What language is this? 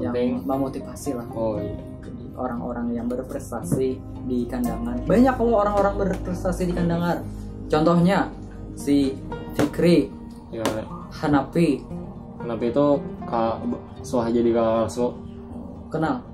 Banjar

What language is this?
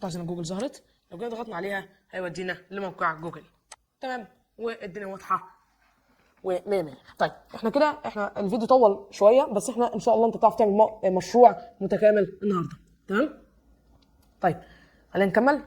Egyptian Arabic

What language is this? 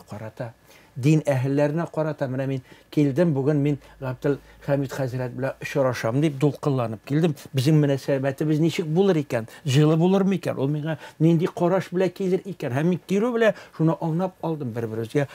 Tatar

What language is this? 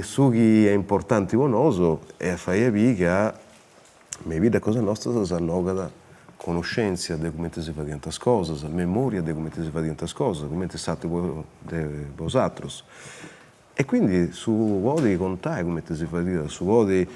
Sardinian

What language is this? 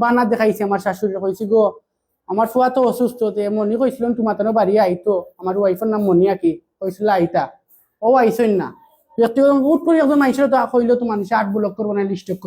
Sylheti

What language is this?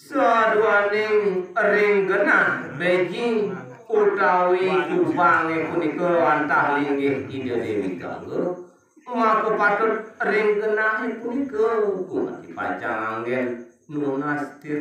Balinese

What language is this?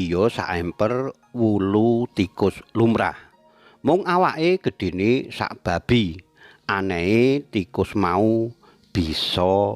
Javanese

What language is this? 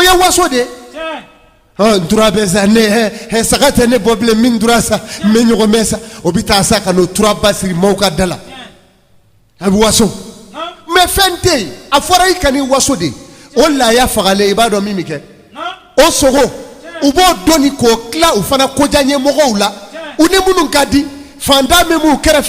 Bambara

